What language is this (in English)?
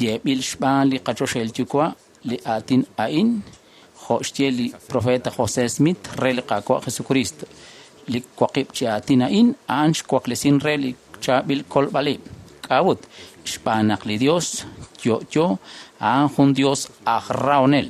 Kekchí